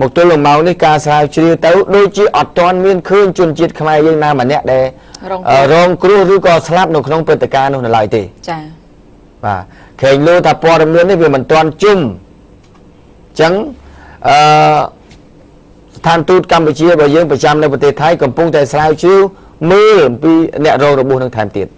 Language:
Khmer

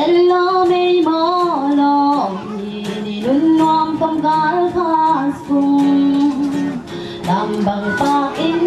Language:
Tedim Chin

